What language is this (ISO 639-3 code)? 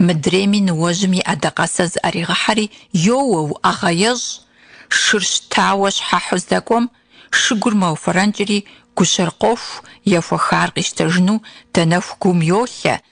kbd